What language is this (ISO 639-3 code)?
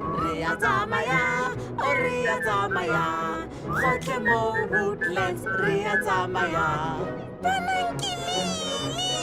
tsn